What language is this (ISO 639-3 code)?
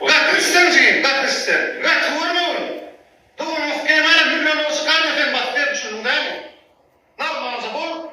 tuk